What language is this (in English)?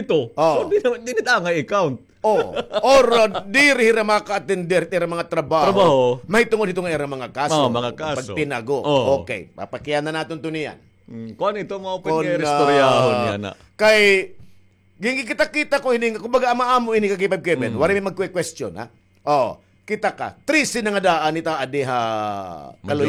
Waray